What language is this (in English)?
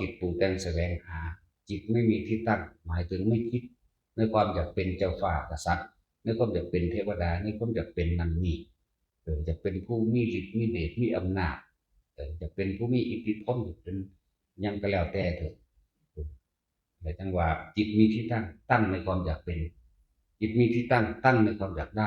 Northeastern Thai